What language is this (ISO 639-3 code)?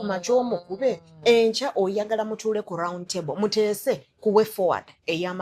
lug